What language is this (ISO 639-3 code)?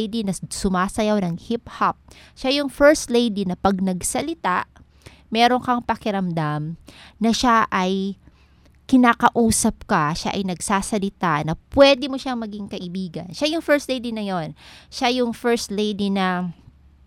fil